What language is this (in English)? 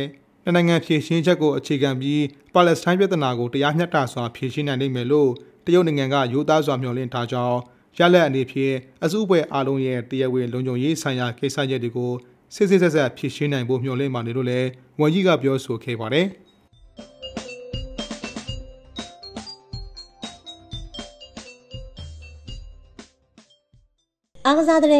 Burmese